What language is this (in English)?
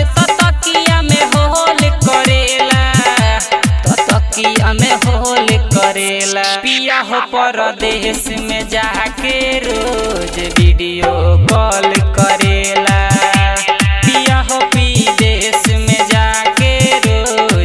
Bhojpuri